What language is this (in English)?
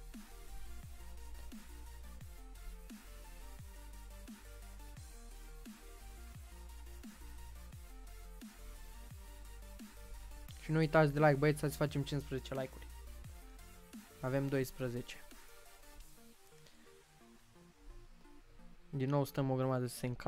Romanian